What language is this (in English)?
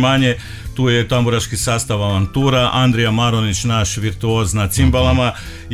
Croatian